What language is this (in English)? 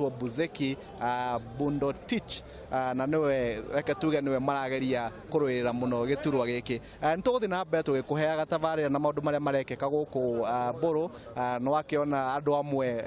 Kikuyu